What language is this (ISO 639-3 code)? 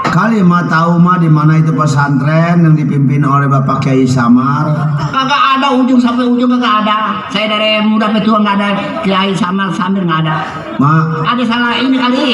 bew